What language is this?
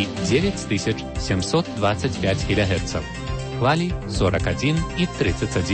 Belarusian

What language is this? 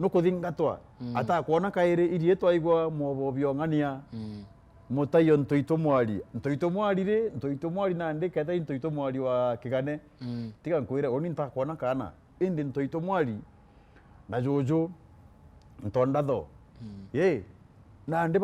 Meru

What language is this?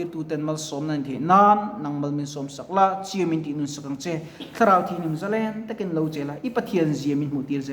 Mizo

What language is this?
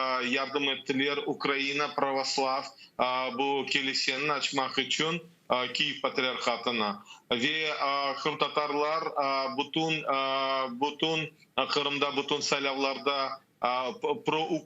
Crimean Tatar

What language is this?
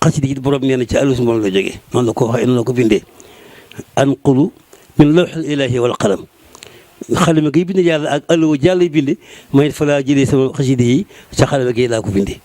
Wolof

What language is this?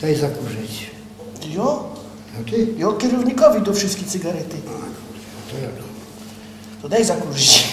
Silesian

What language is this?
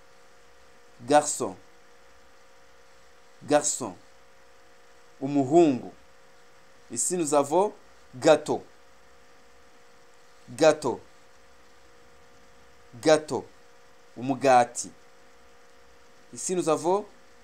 Kinyarwanda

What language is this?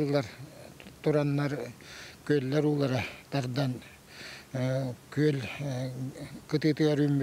Yakut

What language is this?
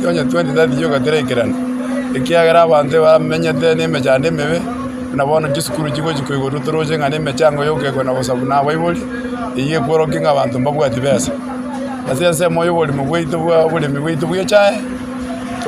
Gusii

